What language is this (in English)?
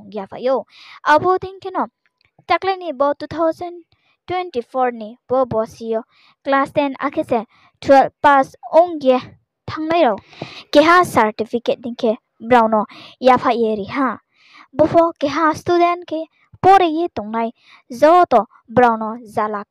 Riang (India)